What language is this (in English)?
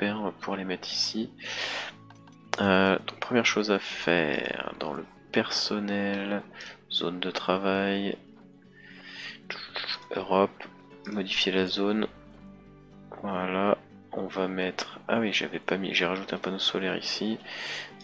French